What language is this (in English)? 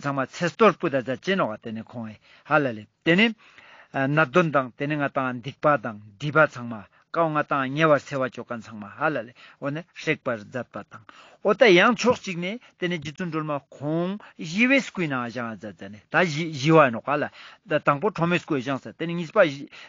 Ladakhi